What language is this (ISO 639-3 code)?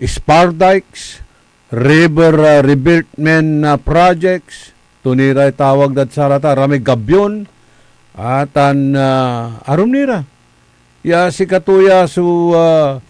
pag